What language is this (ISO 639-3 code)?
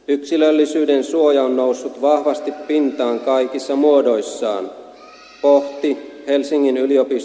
fin